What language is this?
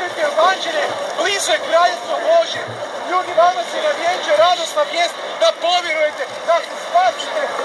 Croatian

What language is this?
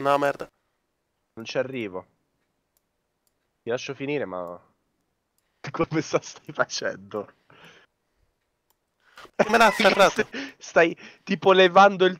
Italian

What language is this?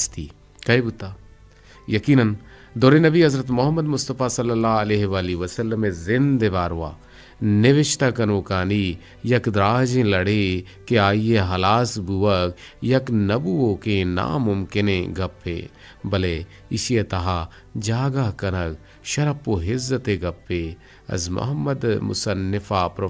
Eastern Balochi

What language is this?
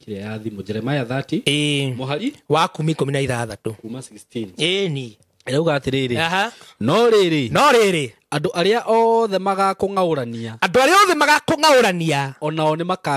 Kikuyu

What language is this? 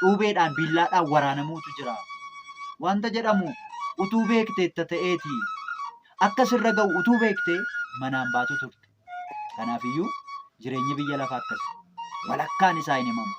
Oromo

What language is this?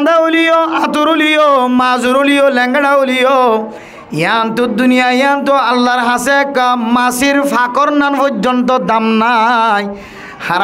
Rohingya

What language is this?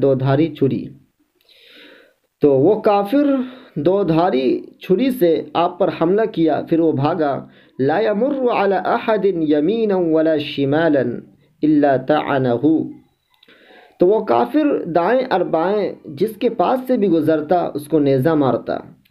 Urdu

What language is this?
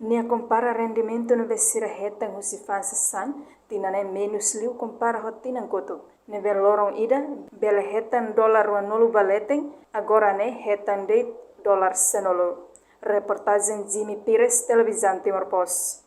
Tetum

